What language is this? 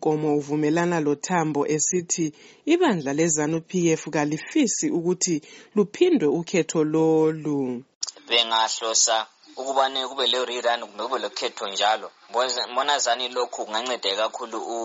North Ndebele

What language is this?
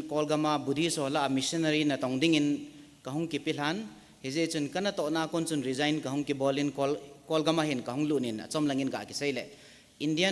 Thado Chin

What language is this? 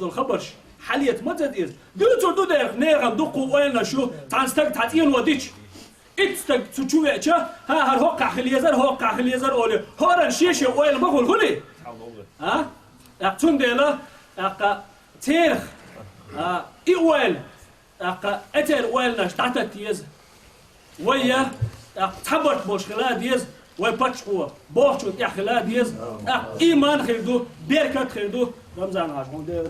Chechen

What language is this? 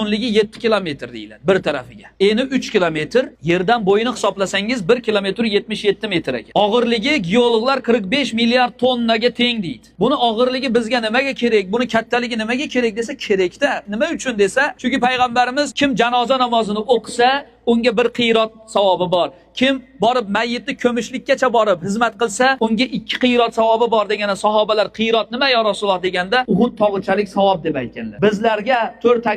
Uzbek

